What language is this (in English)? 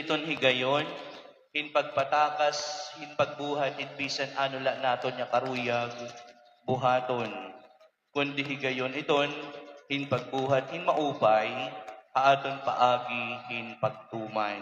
Waray